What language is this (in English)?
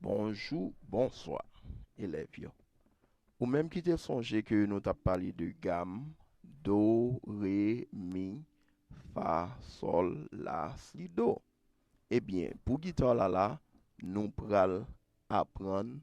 Haitian Creole